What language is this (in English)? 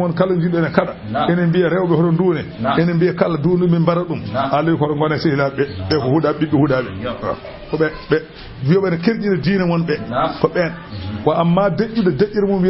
Fula